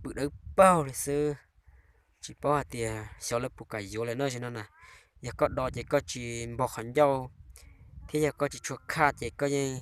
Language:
Hmong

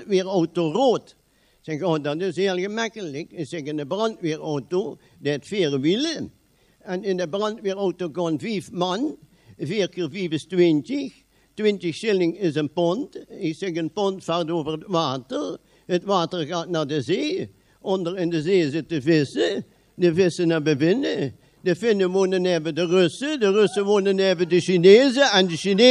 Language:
Limburgish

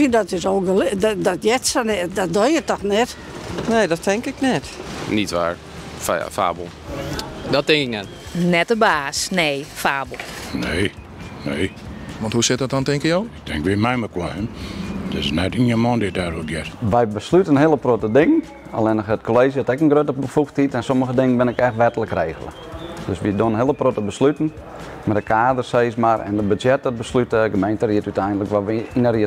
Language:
Western Frisian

